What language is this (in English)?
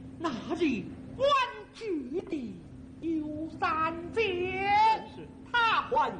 Chinese